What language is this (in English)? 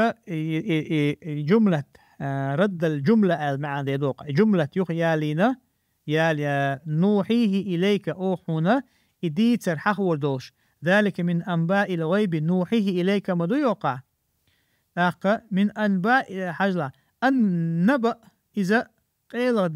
Chechen